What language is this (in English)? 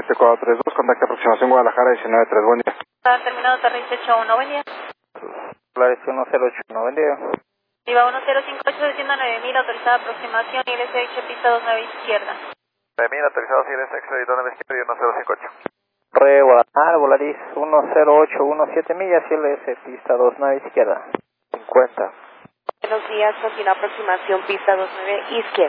Spanish